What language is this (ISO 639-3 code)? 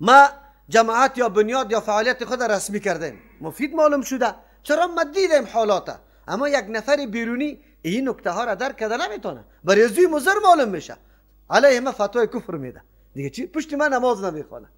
fas